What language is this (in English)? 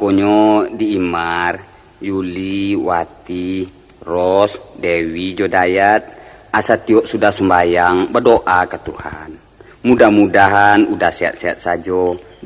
Minangkabau